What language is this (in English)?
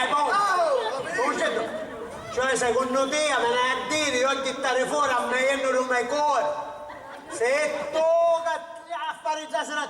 Sicilian